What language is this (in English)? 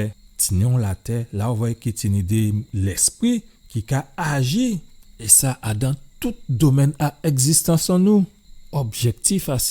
Guadeloupean Creole French